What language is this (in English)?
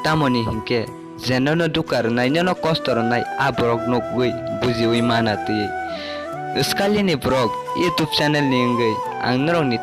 Kok Borok